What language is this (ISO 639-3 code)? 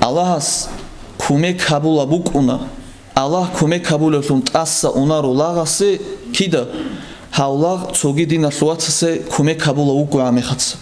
ava